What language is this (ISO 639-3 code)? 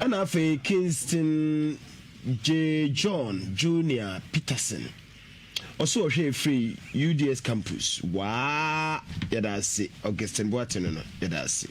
aka